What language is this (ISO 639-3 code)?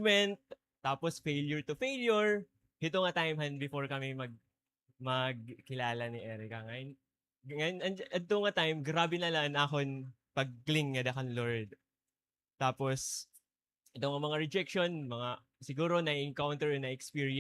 war